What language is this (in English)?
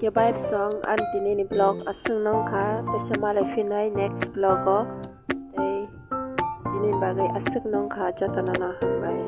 Kok Borok